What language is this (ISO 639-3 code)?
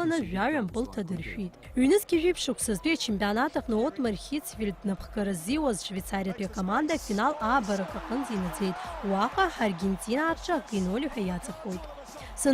abk